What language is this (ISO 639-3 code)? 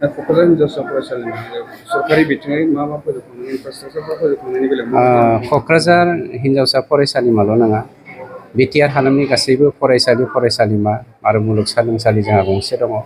brx